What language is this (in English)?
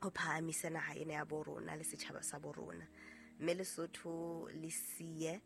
Southern Sotho